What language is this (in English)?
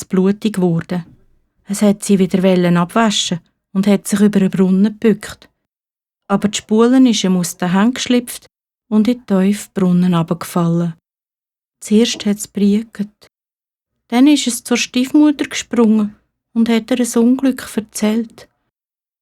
Swiss German